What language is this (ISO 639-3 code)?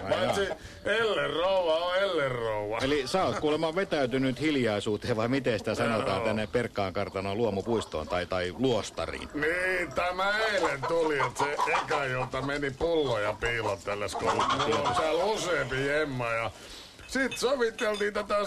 fin